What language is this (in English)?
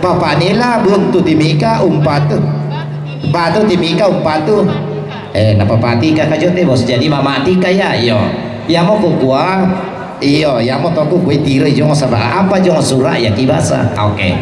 Toraja-Sa'dan